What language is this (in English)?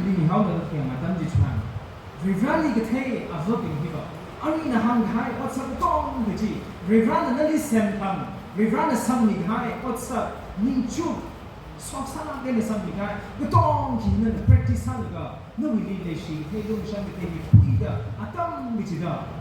Tangkhul Naga (India)